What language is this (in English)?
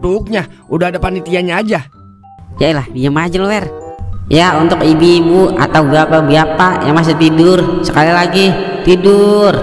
Betawi